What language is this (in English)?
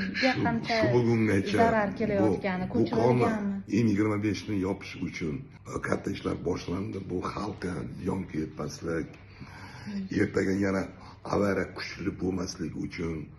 Uzbek